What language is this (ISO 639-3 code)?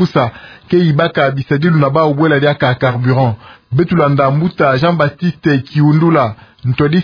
ktu